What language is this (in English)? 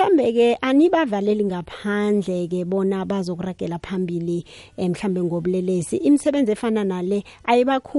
South Ndebele